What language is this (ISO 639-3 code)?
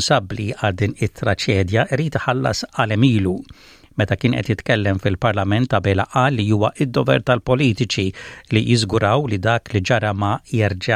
mlt